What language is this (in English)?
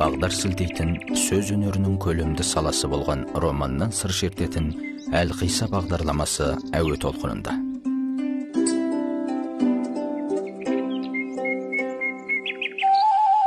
Kazakh